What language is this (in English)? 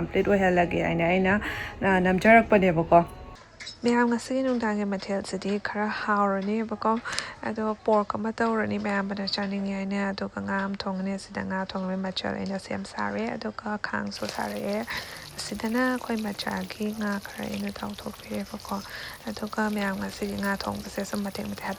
Manipuri